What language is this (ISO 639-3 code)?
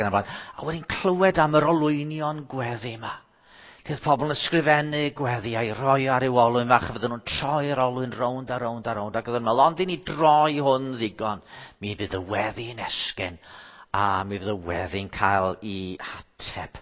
cym